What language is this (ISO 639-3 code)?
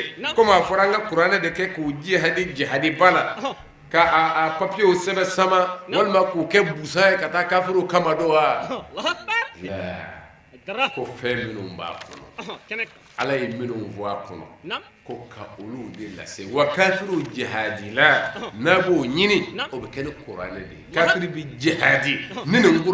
bam